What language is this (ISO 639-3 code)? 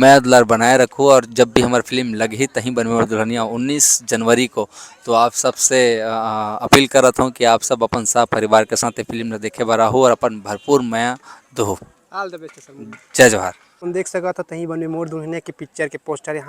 hne